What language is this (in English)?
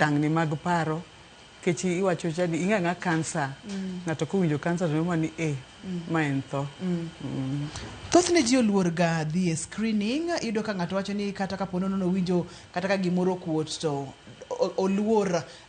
Luo (Kenya and Tanzania)